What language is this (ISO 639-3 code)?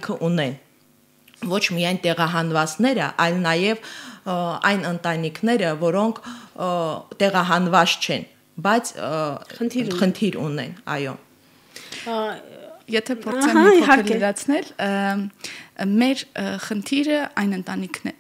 hye